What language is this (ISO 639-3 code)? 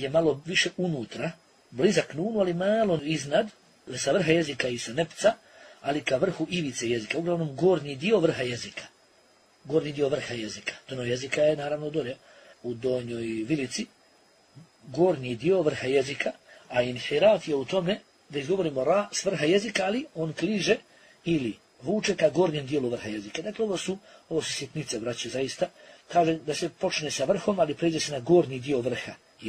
bos